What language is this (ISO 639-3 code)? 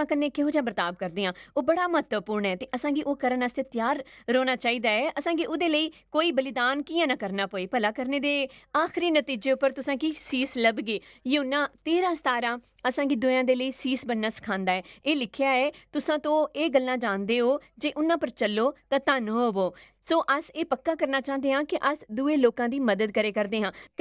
doi